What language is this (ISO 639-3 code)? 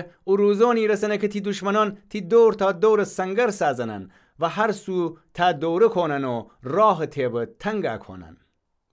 glk